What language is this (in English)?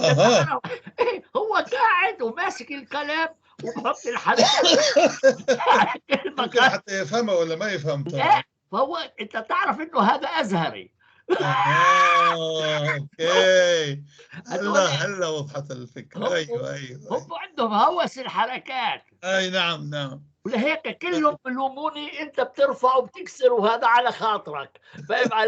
North Levantine Arabic